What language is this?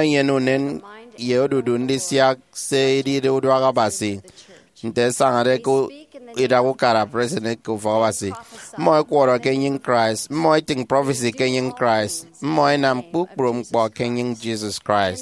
Efik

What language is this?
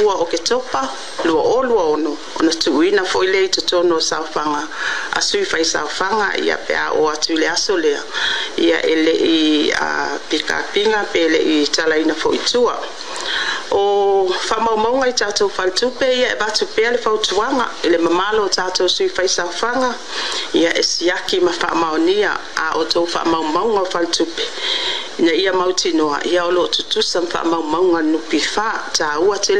Samoan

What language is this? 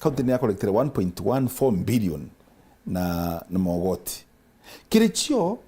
Meru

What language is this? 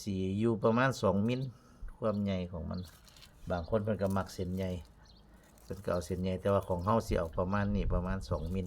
Northeastern Thai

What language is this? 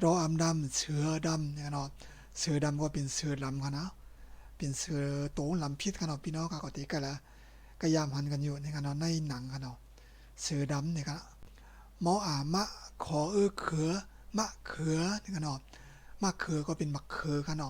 Shan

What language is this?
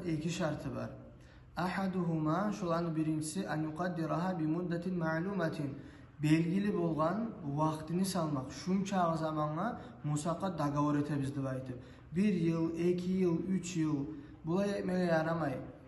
Kumyk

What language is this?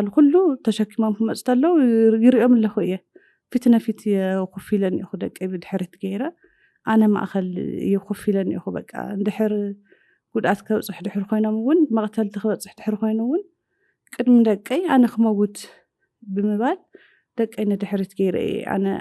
Tigrinya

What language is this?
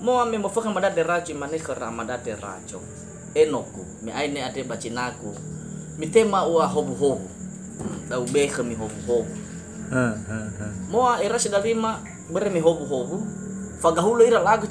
Nias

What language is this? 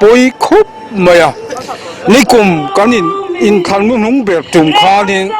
Mizo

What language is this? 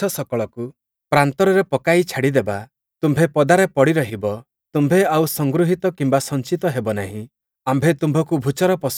Odia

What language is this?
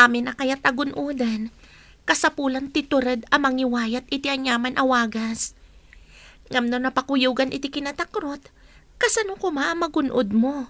Iloko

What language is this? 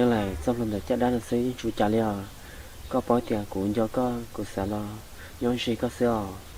Hmong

